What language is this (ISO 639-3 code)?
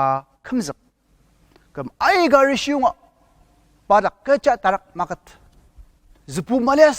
njo